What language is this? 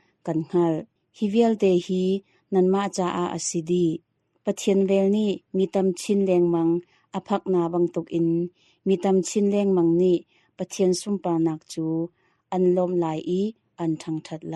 Hakha Chin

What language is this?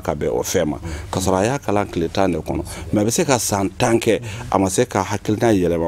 Bambara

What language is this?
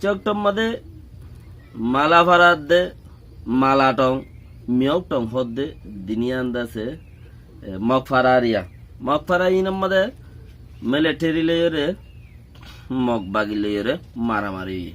Rohingya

